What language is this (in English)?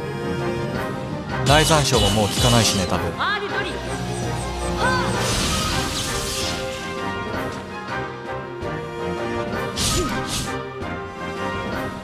Japanese